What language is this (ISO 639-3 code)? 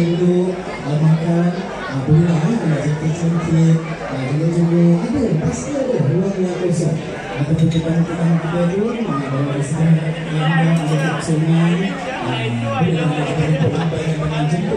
msa